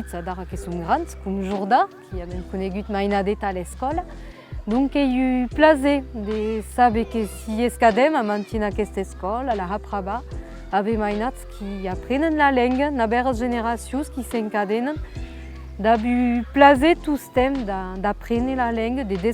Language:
Occitan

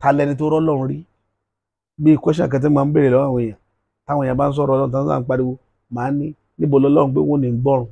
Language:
Yoruba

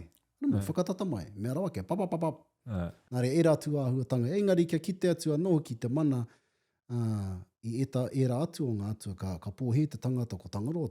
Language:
Māori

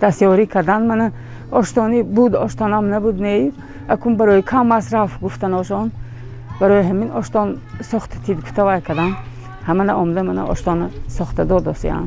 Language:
Tajik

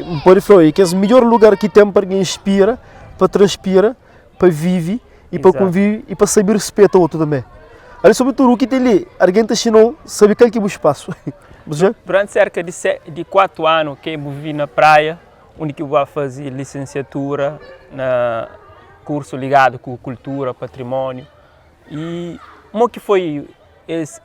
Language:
Kabuverdianu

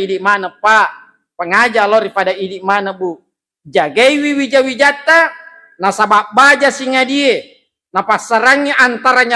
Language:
Buginese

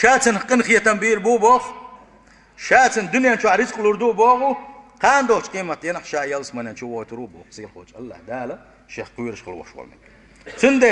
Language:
Chechen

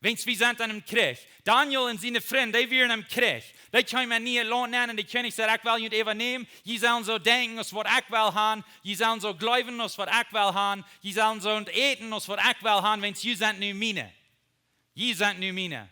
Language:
Plautdietsch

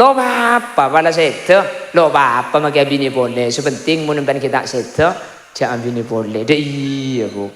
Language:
Madurese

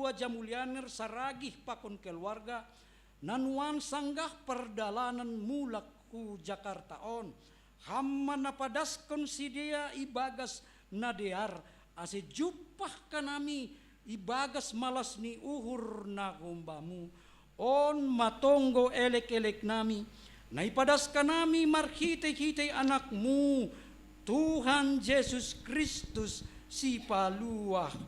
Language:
Batak Simalungun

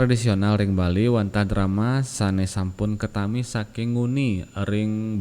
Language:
Balinese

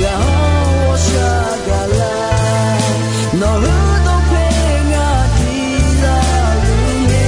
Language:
Akha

